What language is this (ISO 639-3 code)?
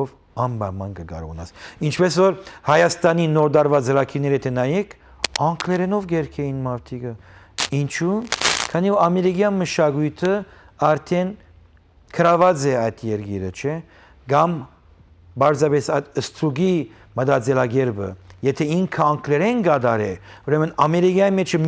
hyw